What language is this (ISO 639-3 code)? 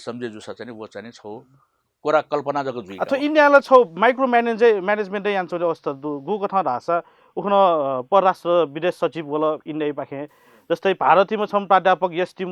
new